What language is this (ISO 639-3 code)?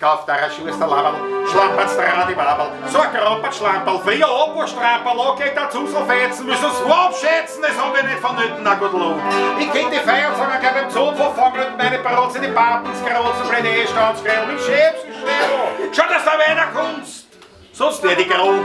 bar